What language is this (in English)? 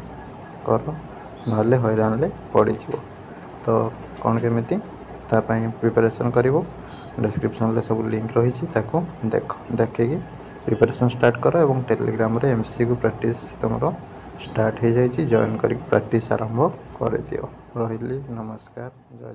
Odia